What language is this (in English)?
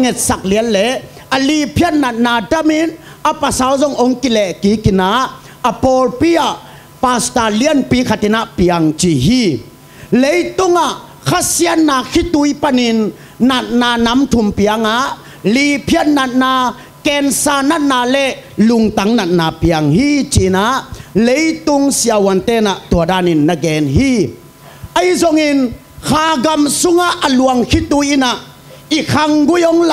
Tedim Chin